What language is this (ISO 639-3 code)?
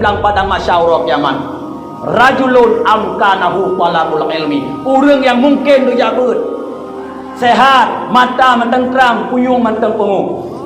ace